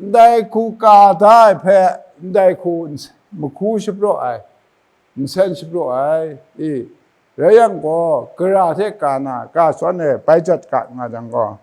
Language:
Kachin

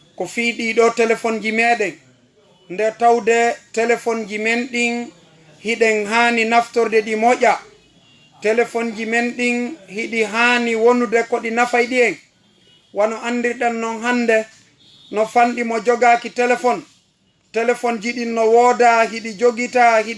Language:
Fula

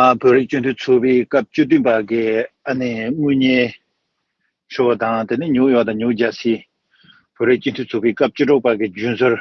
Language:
Tibetan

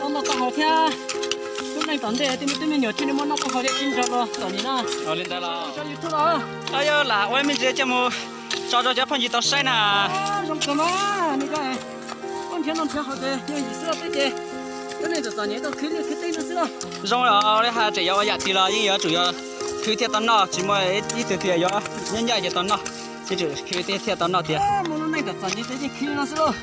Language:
Hmong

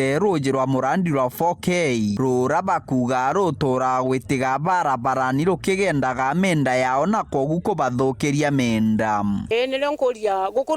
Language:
Meru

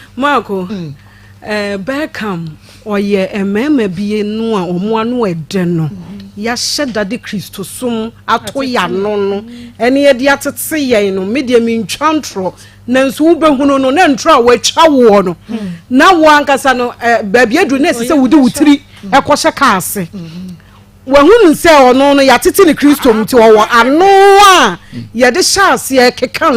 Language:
Akan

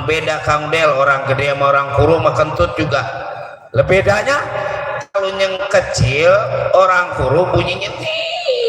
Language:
Betawi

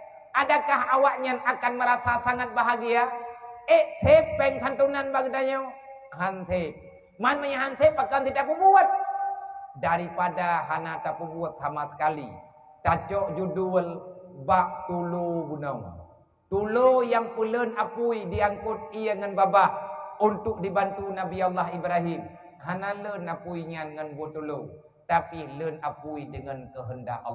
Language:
Achinese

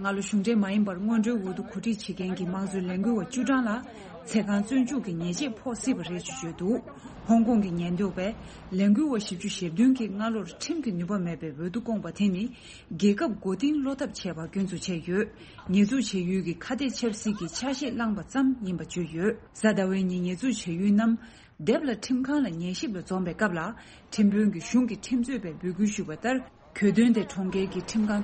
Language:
Tibetan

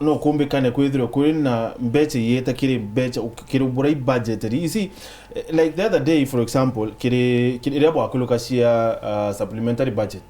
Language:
Meru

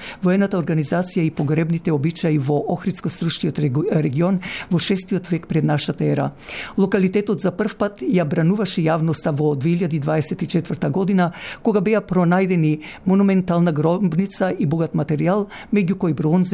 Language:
Macedonian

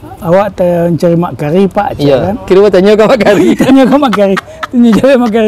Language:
Minangkabau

